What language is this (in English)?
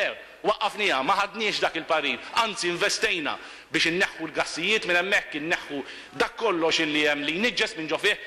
Maltese